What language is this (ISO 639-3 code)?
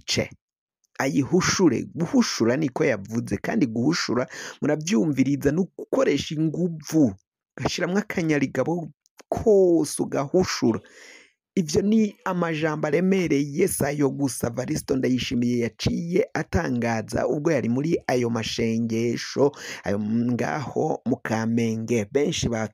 run